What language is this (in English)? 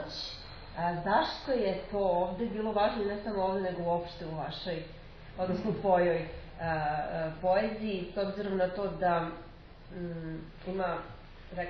Serbian